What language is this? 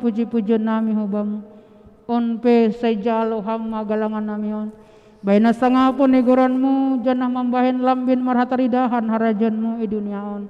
Batak Simalungun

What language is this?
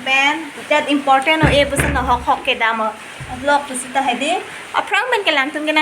Karbi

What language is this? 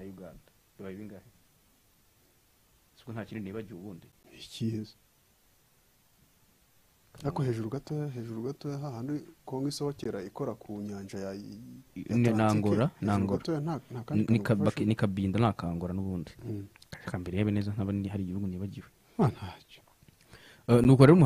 Kinyarwanda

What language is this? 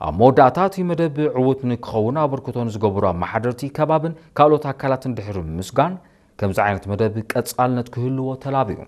Tigrinya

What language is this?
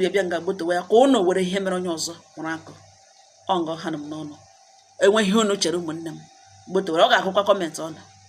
Igbo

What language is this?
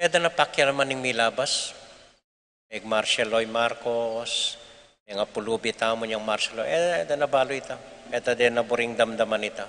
Pampanga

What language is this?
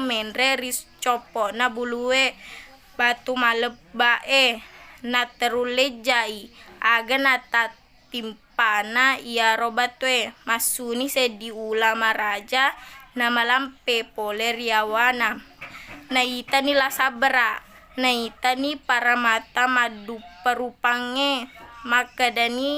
Buginese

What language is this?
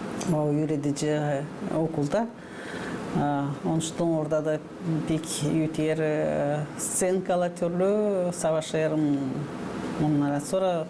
Gagauz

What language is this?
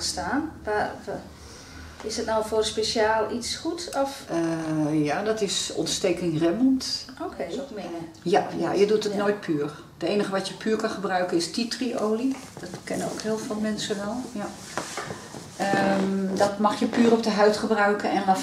Dutch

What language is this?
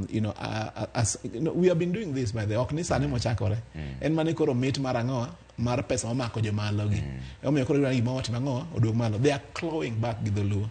Luo (Kenya and Tanzania)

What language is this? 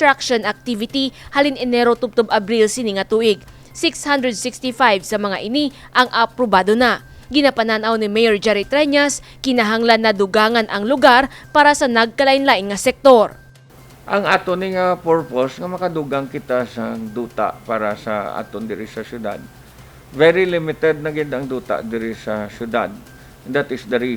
Hiligaynon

